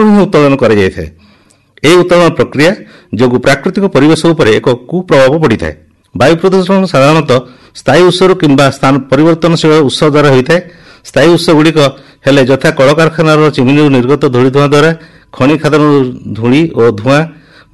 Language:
Odia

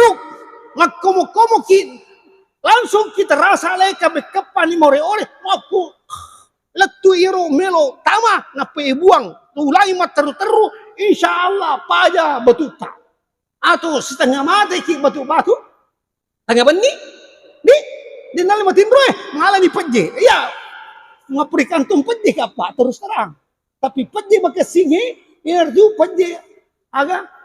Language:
Buginese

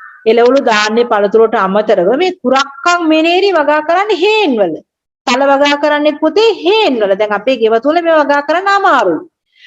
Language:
Sinhala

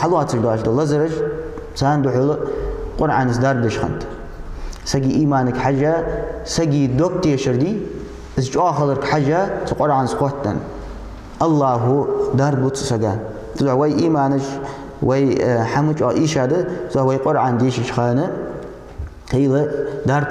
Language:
Ingush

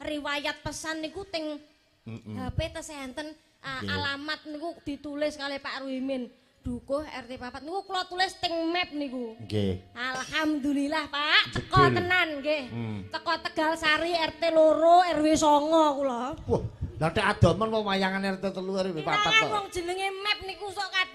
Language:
Javanese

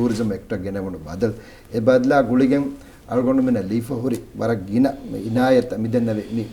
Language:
Divehi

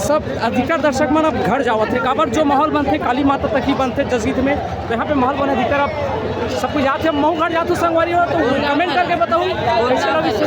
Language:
Chhattisgarhi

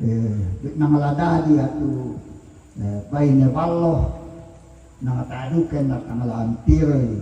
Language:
Toraja-Sa'dan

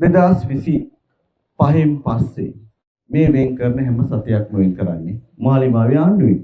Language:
Sinhala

